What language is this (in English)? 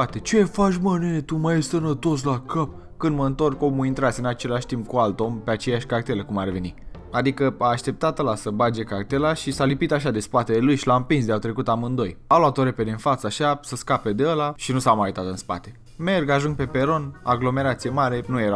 Romanian